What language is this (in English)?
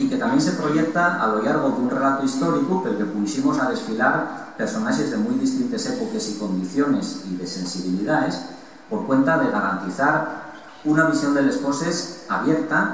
Asturian